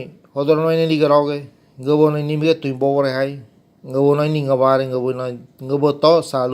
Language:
Ngäbere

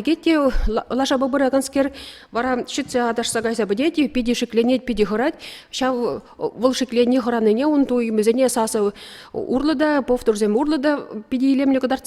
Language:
Chuvash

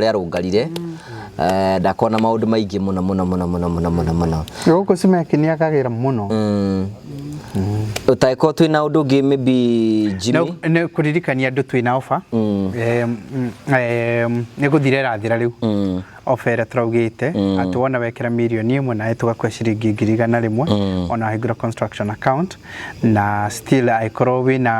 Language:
Kikuyu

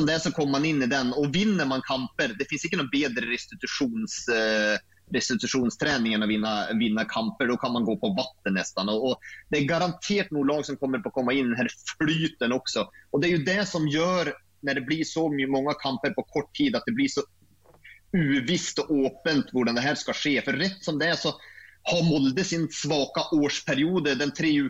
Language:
Norwegian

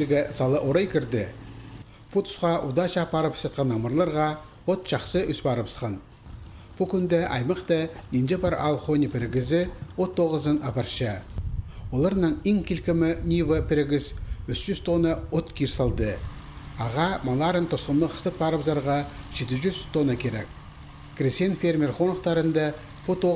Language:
Khakas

